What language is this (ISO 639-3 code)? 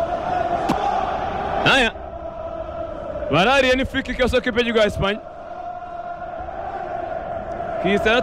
kin